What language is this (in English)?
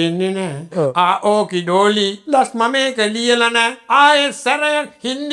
Sinhala